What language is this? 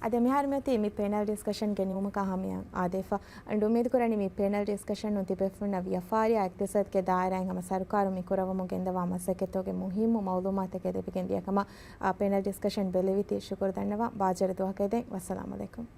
Divehi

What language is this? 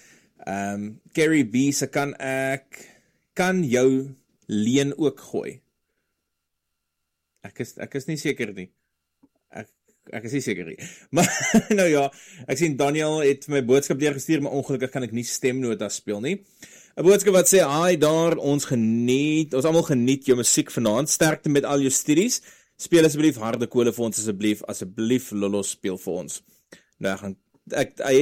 Afrikaans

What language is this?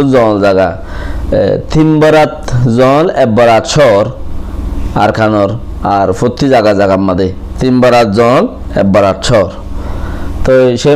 Rohingya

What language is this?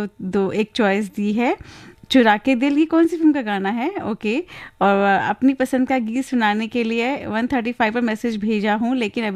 Hindi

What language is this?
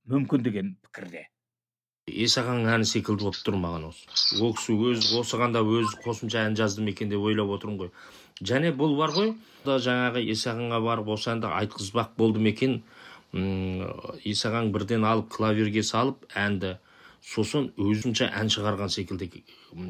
Kazakh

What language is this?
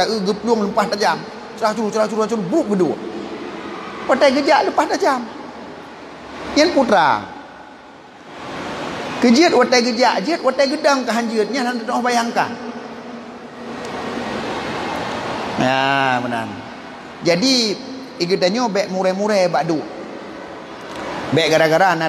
Achinese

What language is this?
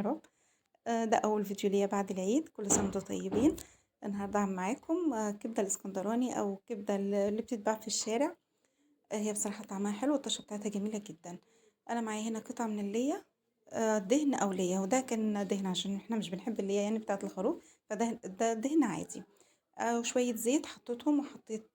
Egyptian Arabic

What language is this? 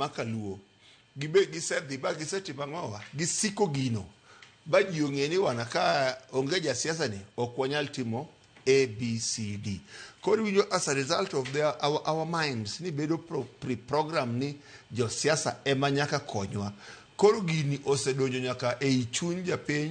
Luo (Kenya and Tanzania)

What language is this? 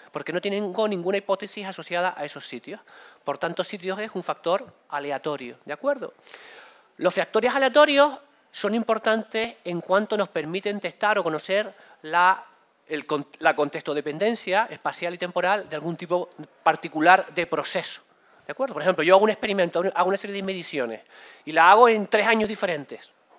Spanish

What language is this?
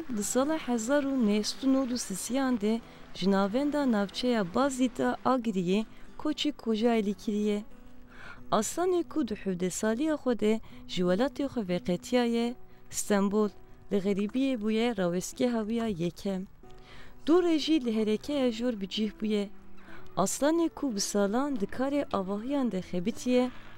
Kurdish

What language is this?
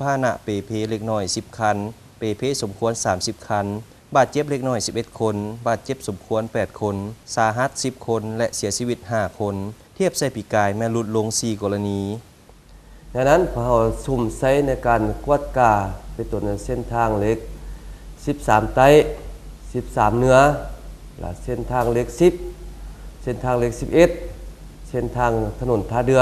Lao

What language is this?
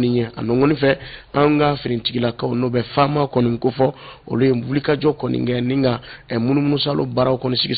Bambara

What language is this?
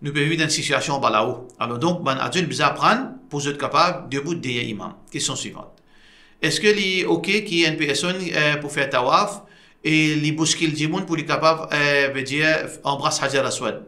Morisyen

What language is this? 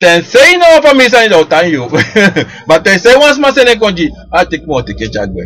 Sranan Tongo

